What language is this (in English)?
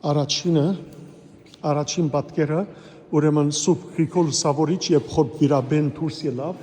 Western Armenian